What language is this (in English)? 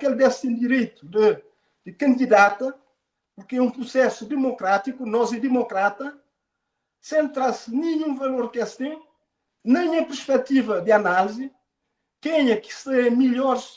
Kabuverdianu